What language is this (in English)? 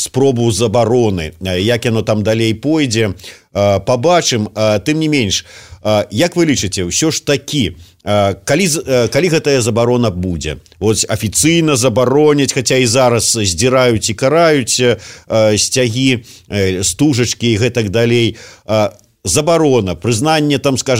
Belarusian